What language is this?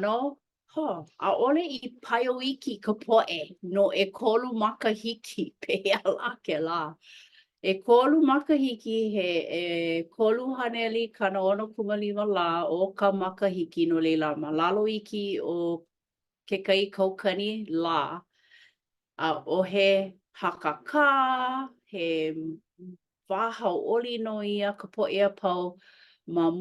Hawaiian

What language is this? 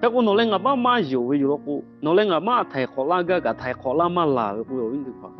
Lahu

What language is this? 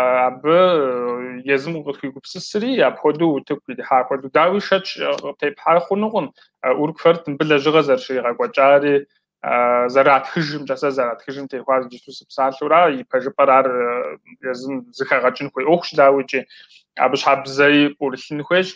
Kabardian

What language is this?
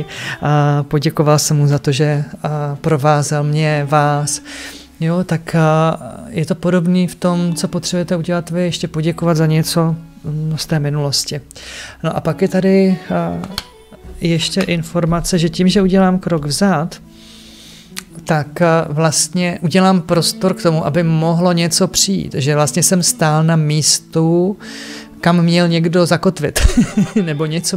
Czech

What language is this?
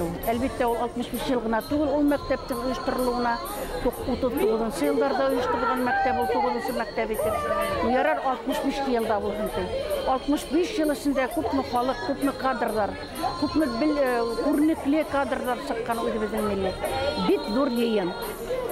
Bashkir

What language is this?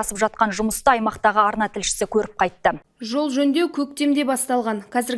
Kazakh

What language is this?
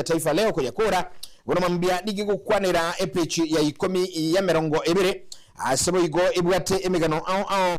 Gusii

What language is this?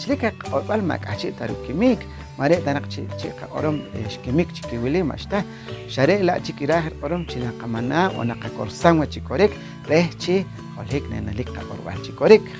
Poqomchi'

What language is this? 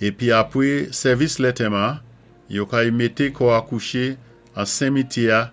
Saint Lucian Creole French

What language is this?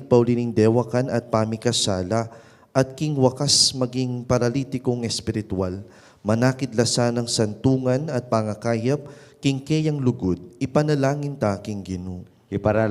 Pampanga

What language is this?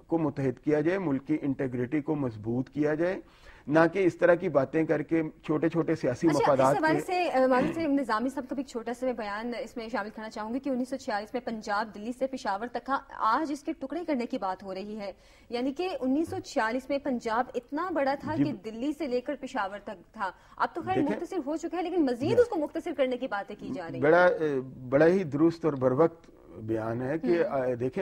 Urdu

